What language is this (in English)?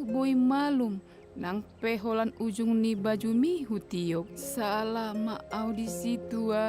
Batak Toba